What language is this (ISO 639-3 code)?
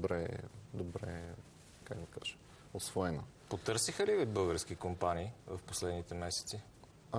bul